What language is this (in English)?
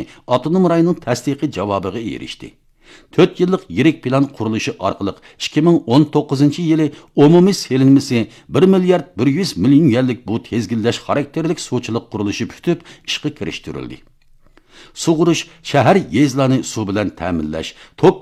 Uyghur